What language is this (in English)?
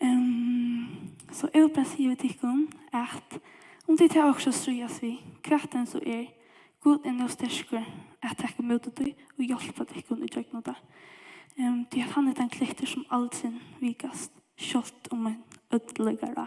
Faroese